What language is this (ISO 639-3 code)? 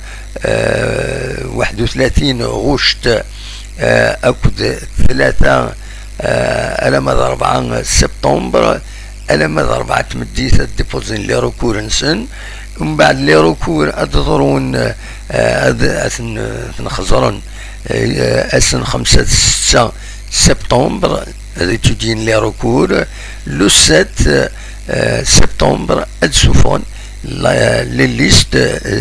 kab